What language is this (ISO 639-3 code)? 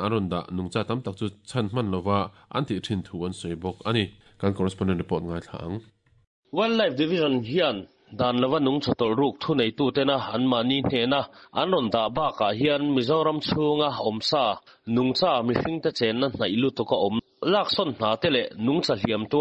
lus